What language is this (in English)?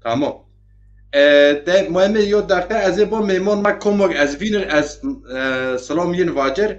Zaza